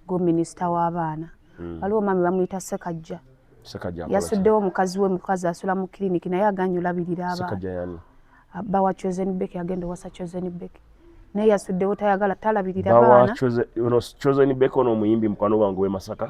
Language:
Ganda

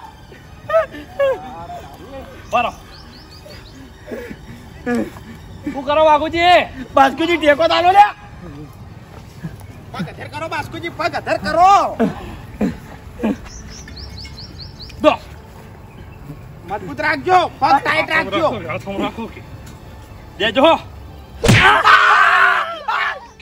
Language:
Gujarati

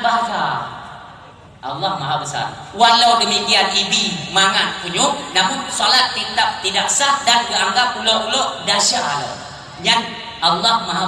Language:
Achinese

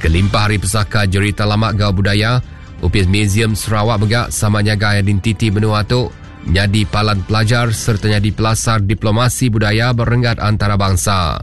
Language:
Iban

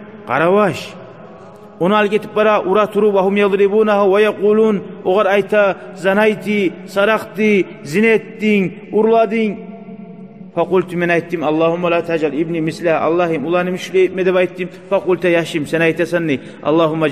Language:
Kumyk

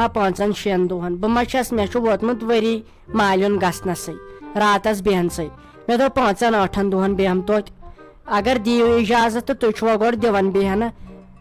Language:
Kashmiri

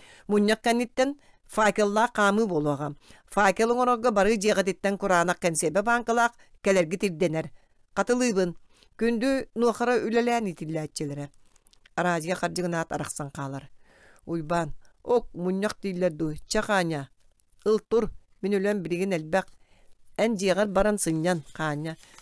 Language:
Yakut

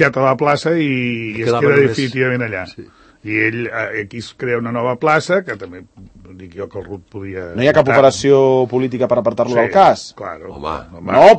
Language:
Catalan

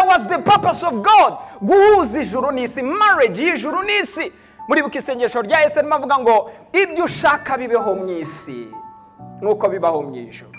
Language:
Kinyarwanda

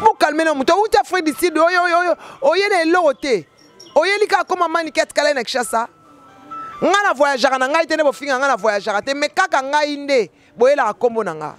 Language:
Lingala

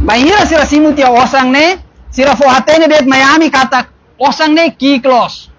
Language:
Tetum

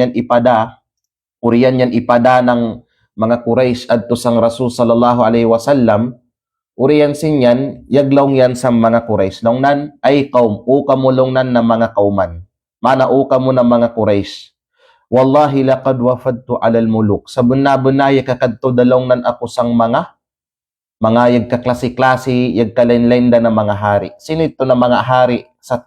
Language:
Kalagan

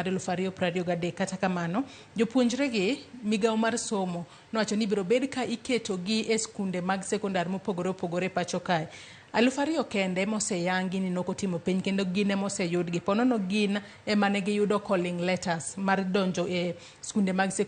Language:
Luo (Kenya and Tanzania)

